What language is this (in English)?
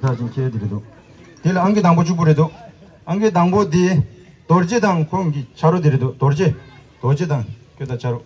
Tibetan